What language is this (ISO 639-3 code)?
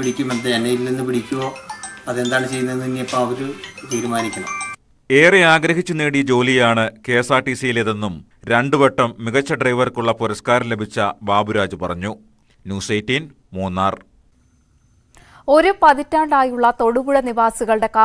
mal